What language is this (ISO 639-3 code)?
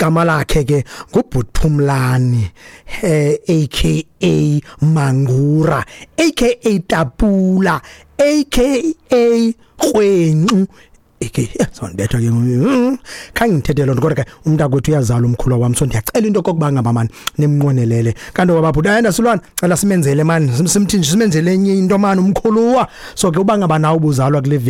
xho